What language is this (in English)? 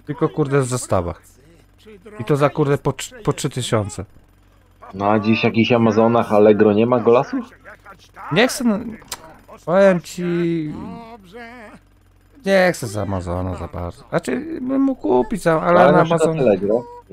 Polish